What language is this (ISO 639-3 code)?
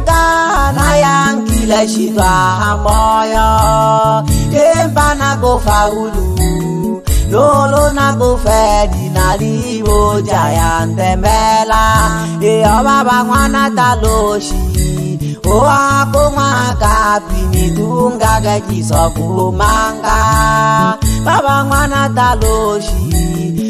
swa